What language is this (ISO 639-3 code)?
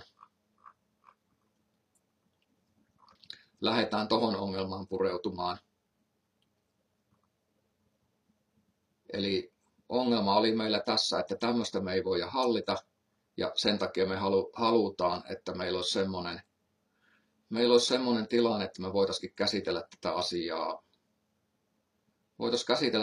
fin